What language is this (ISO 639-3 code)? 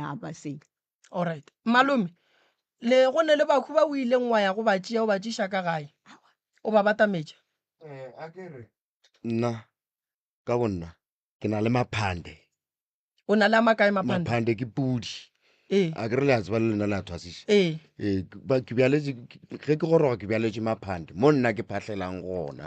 nso